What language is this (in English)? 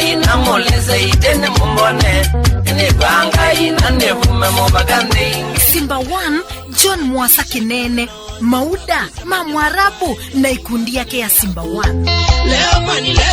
Kamba